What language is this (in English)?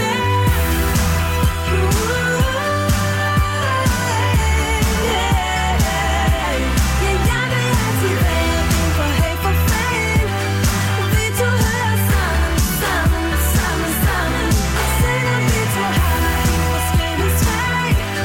Danish